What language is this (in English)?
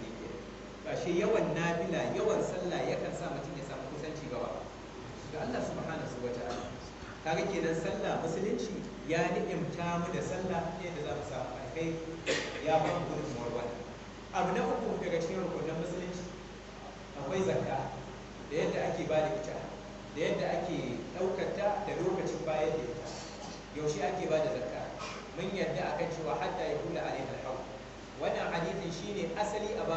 Hausa